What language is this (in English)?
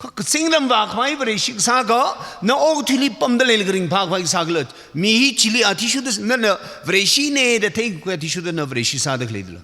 Tangkhul Naga (India)